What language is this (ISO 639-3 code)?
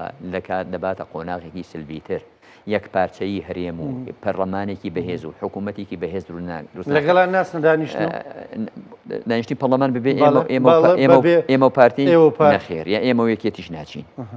ckb